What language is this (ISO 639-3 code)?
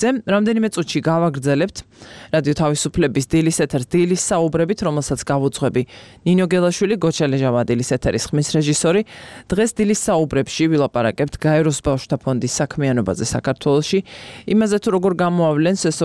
kat